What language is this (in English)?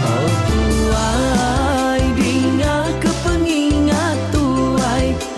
Iban